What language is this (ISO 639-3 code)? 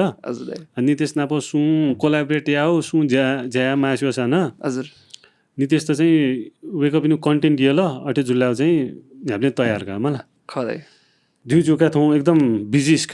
new